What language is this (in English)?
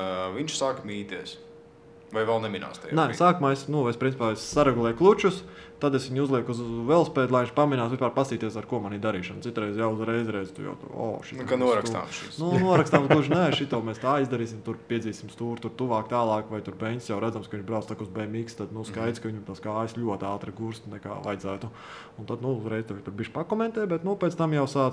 Latvian